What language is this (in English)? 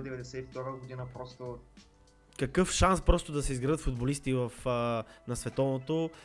Bulgarian